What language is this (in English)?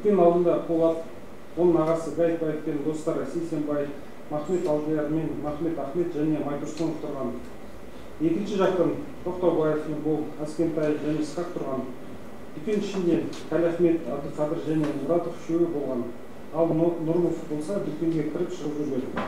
Kazakh